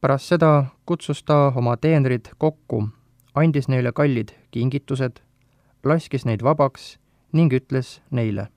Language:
Estonian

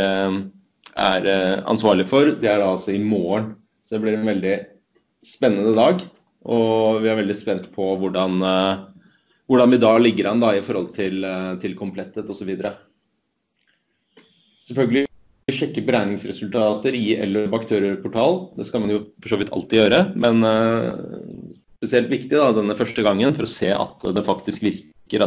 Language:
Norwegian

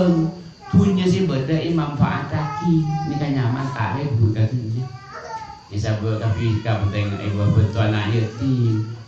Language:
Madurese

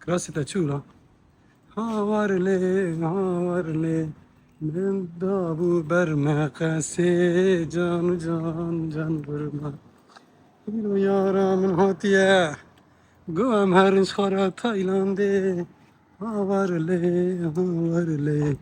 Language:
Kurdish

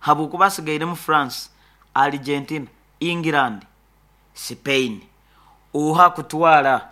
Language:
Nyankole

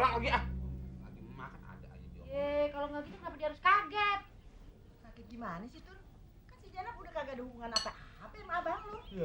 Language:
Betawi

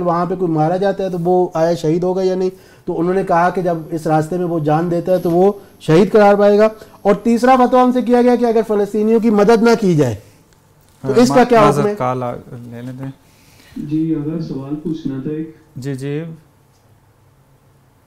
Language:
Urdu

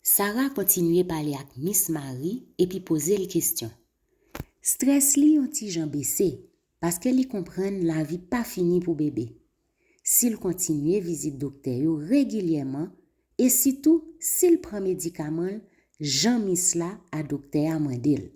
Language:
Haitian Creole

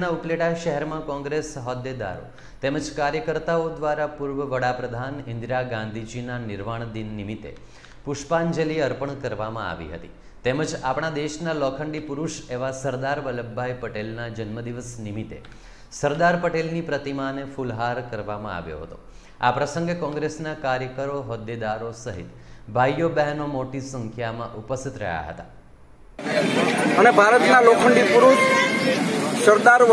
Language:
Gujarati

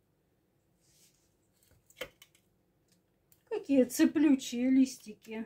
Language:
Russian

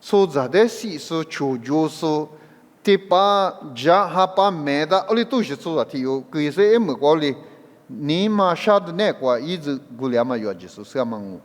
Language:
Lisu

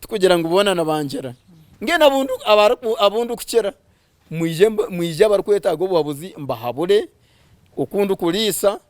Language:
Nyankole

